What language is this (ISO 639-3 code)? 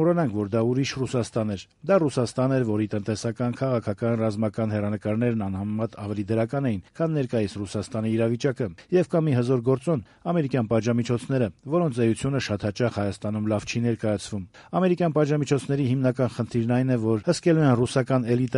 hye